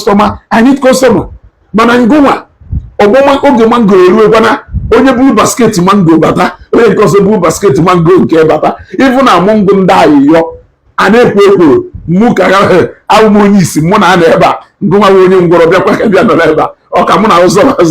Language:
Igbo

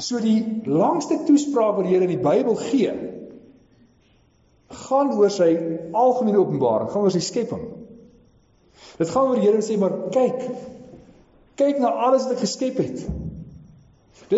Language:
Afrikaans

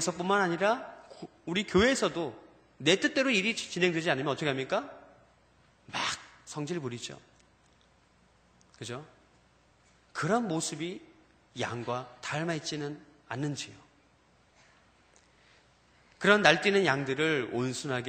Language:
Korean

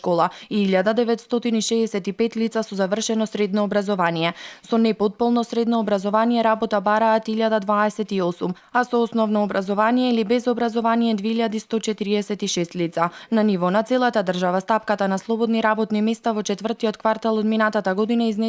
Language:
Macedonian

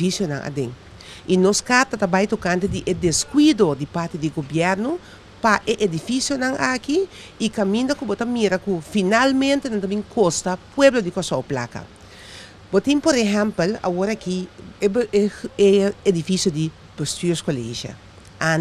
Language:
Papiamento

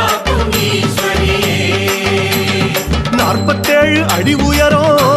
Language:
Tamil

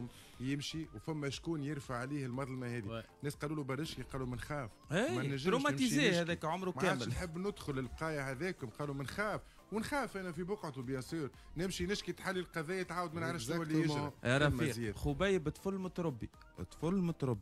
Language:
Tunisian Arabic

